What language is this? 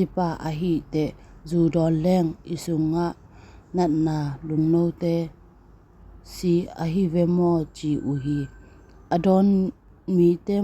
Tedim Chin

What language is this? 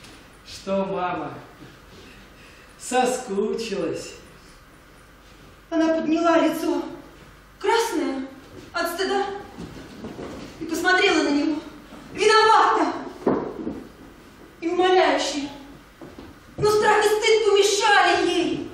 Russian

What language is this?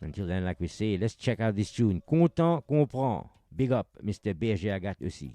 Morisyen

